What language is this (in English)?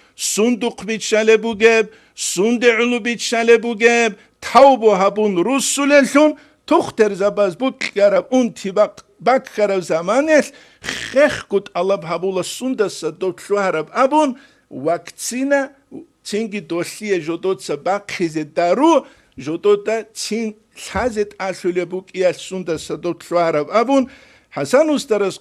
Avaric